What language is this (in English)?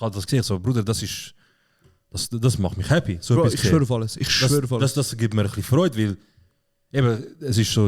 Swiss German